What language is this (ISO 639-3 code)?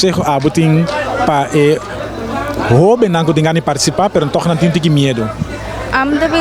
pap